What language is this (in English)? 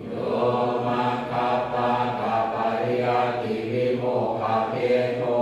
Pali